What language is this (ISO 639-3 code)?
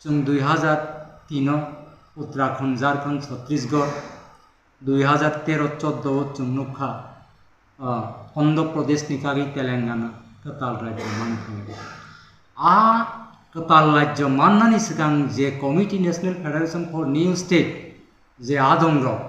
trp